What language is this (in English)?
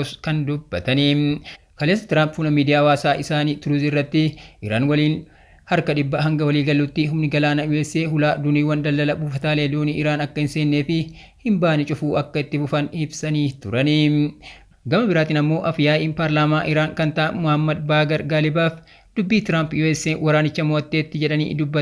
Oromo